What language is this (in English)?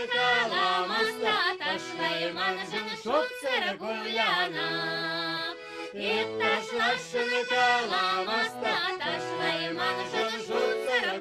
Chuvash